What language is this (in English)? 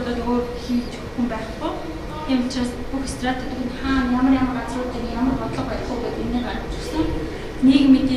Mongolian